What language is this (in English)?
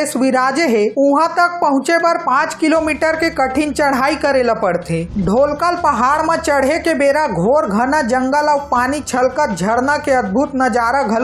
Chhattisgarhi